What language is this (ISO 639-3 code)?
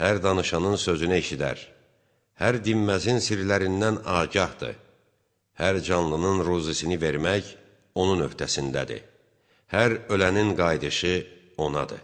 aze